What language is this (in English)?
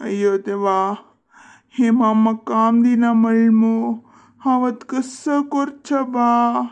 Konkani